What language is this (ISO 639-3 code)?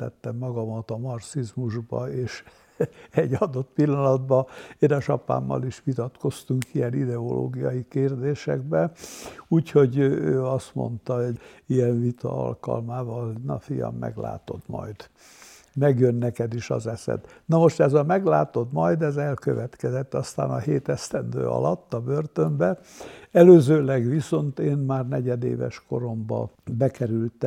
hun